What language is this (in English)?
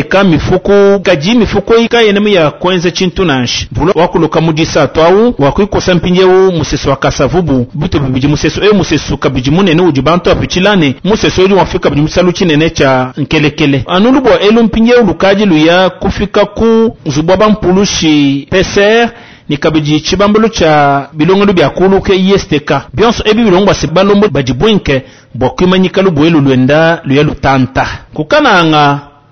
Luba-Lulua